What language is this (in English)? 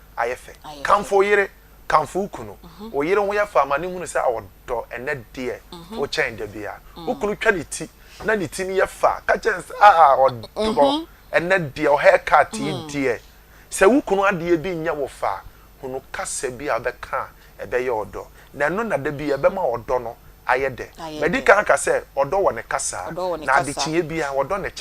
Akan